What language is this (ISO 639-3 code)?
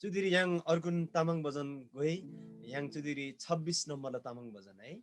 taj